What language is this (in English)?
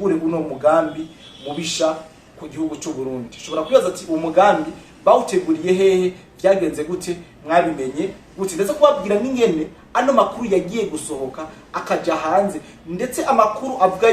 Rundi